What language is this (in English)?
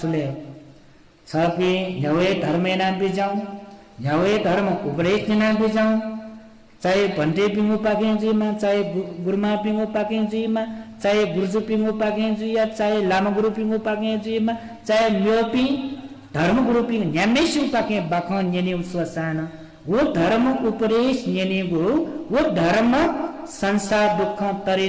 Newari